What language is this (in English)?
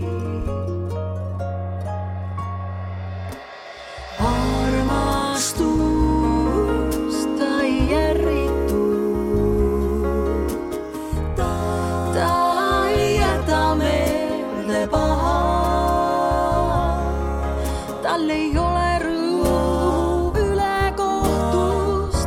Estonian